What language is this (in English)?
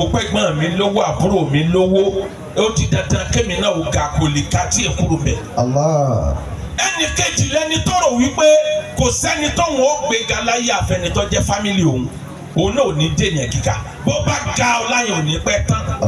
Yoruba